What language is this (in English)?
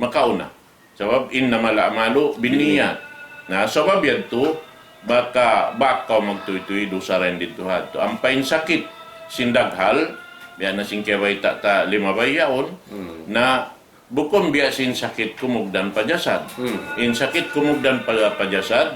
Tausug